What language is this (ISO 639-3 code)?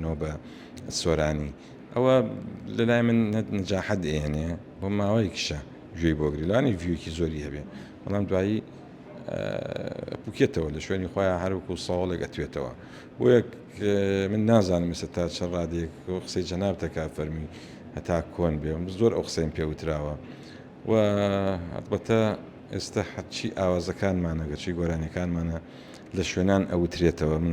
ckb